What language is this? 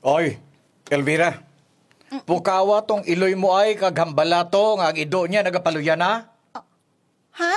Hiligaynon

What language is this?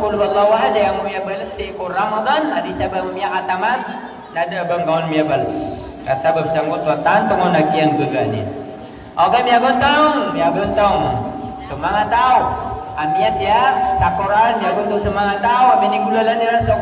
Maranao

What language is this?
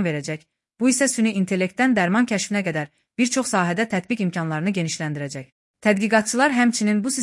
Azerbaijani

